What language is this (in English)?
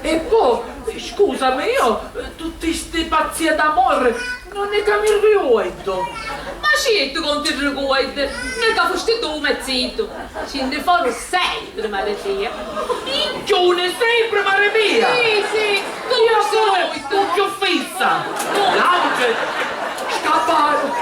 Sicilian